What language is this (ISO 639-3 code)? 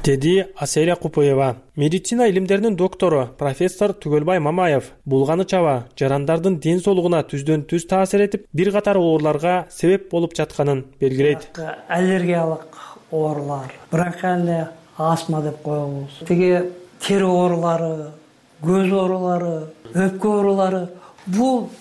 kir